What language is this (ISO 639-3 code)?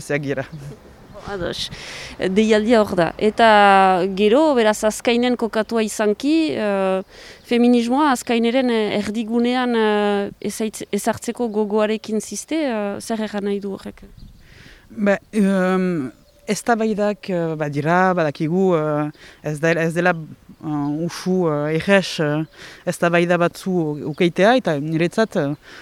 eus